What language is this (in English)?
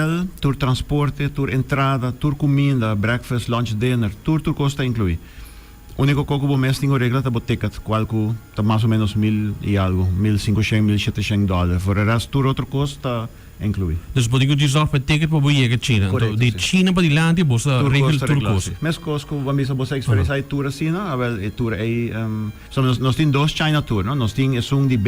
Papiamento